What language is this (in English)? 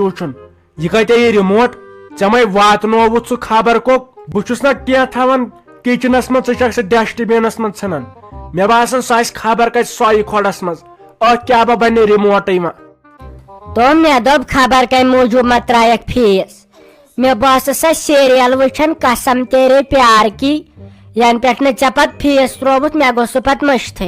Kashmiri